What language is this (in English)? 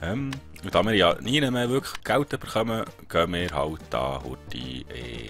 Swiss German